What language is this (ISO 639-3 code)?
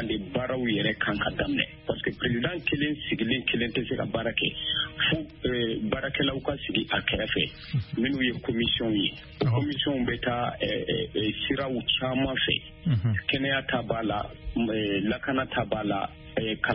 bam